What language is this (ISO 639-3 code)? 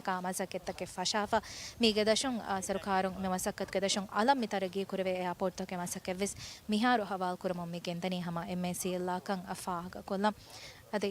div